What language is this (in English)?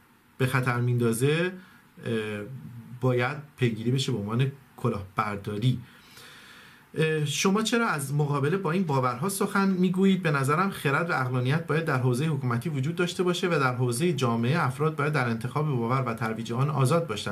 Persian